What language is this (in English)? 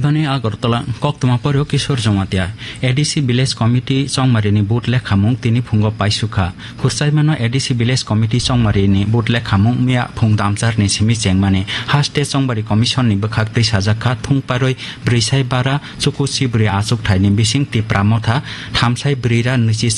Kok Borok